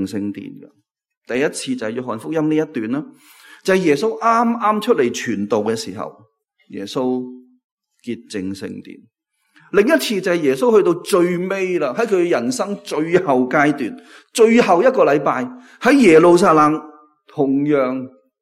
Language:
Cantonese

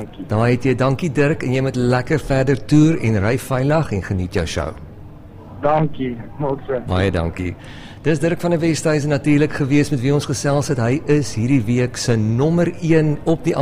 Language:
Afrikaans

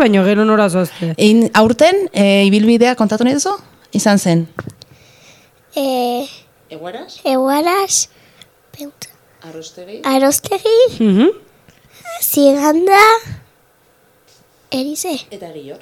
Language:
Basque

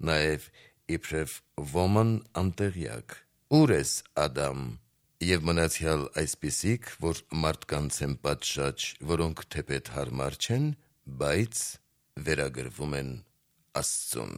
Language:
Armenian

